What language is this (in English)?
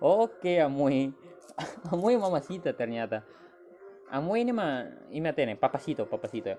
Tetum